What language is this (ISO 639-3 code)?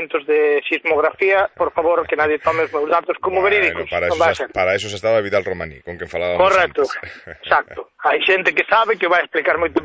glg